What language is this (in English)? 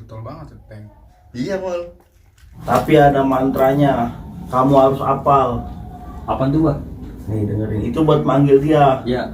Betawi